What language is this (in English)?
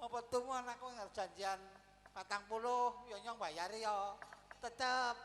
Javanese